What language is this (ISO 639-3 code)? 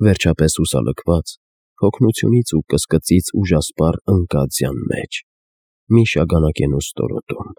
hye